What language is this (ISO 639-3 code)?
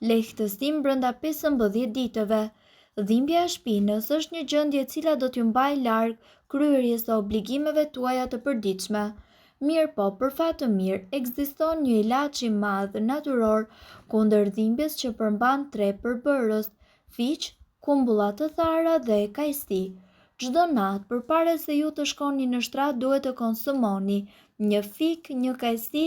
sqi